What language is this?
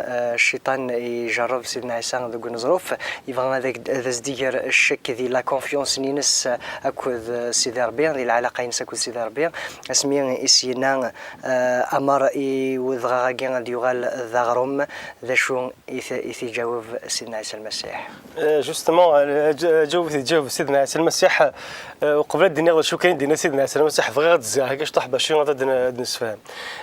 Kabyle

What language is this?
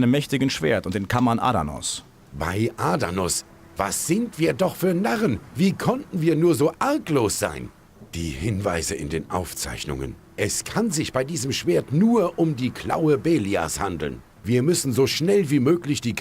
Bavarian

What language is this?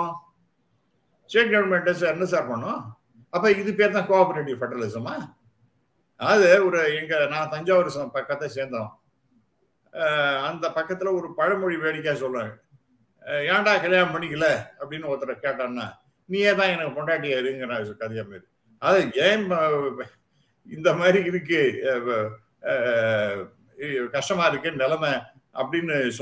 Tamil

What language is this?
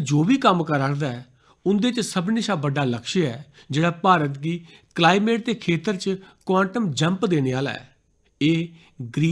Dogri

